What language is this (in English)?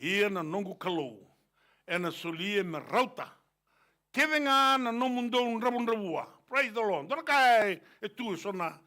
Fijian